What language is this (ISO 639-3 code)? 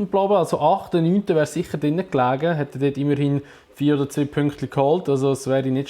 gsw